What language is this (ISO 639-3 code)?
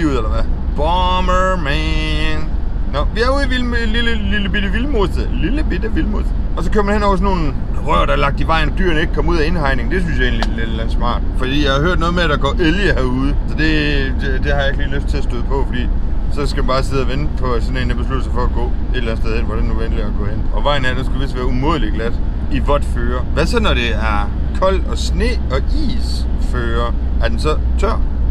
dan